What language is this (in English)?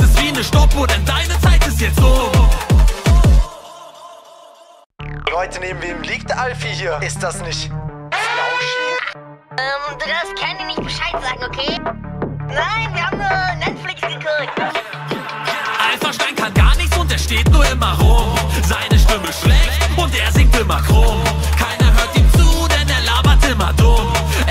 German